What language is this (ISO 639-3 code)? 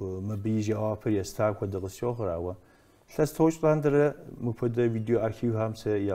kbd